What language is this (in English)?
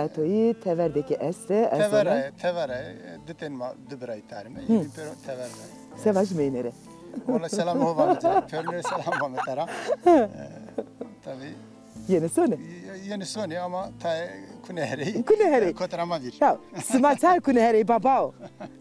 Zaza